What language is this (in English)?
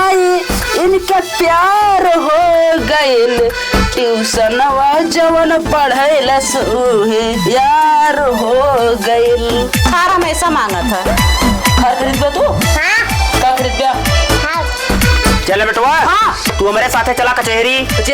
Awadhi